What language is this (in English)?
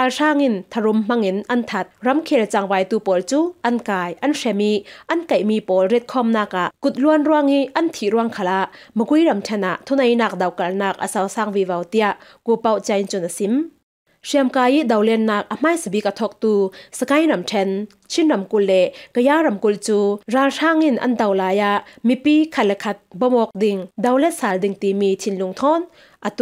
Falam Chin